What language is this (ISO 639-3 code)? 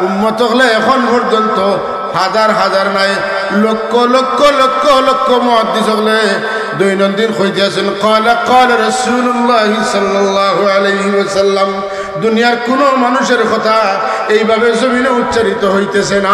syl